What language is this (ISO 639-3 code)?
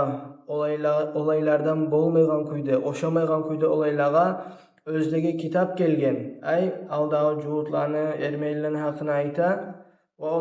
kum